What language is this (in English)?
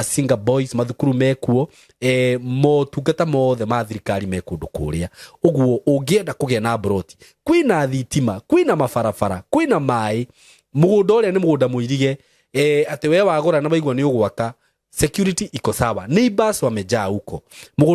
Kikuyu